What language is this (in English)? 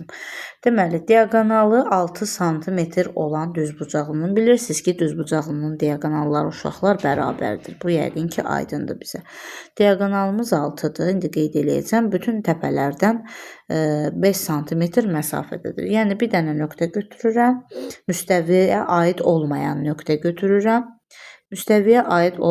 Azerbaijani